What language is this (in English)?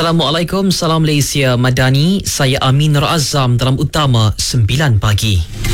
Malay